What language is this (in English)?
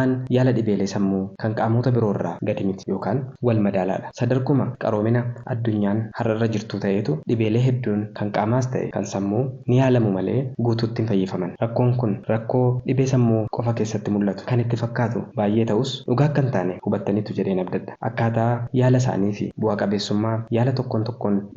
Oromo